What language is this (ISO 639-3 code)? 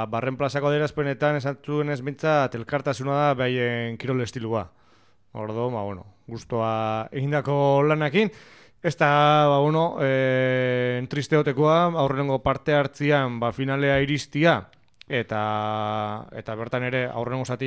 eus